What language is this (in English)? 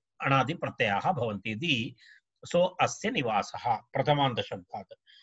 Sanskrit